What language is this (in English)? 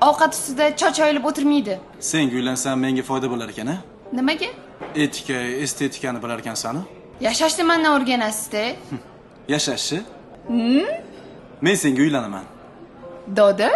Uzbek